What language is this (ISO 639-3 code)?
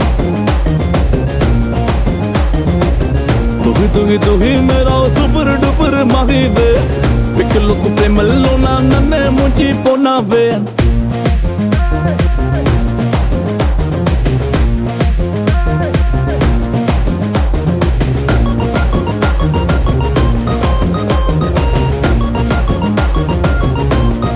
tel